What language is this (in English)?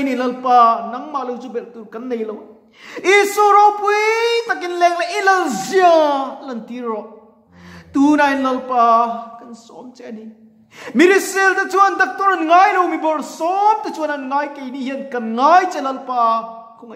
Mizo